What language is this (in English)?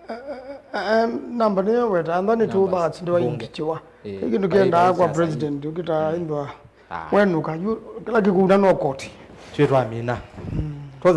Kamba